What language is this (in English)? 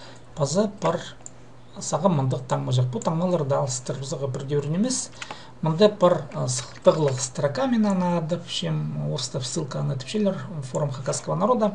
Khakas